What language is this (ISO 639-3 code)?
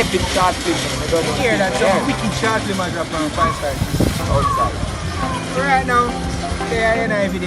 jam